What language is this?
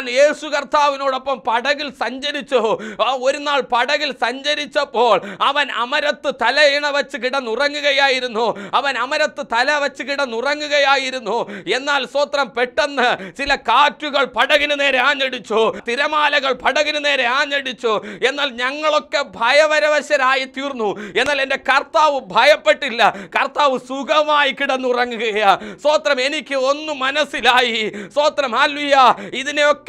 Malayalam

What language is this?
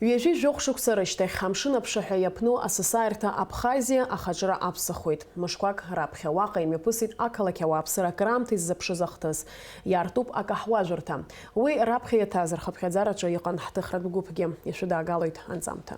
Abkhazian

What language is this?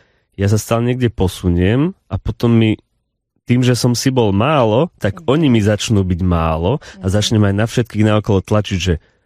Slovak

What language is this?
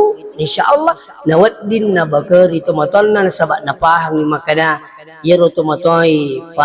Buginese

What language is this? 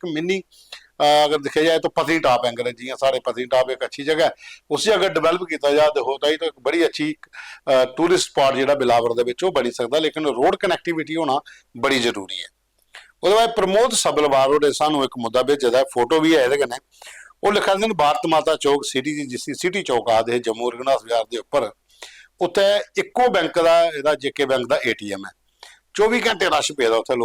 Dogri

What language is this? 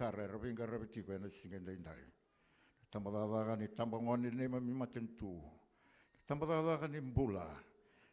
Fijian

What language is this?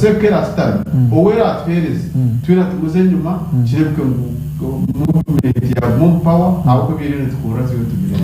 Nyankole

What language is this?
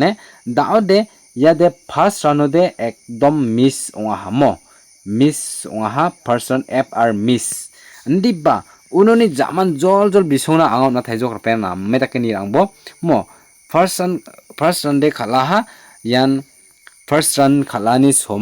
Garo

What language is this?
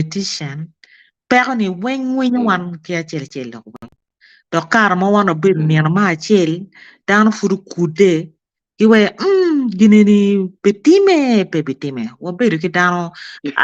Acoli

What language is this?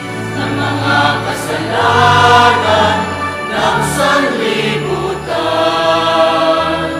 Pampanga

